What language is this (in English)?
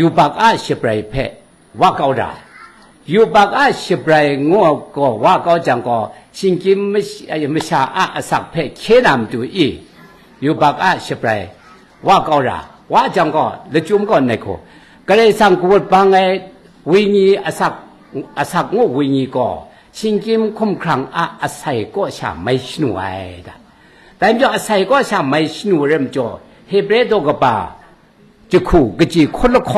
Kachin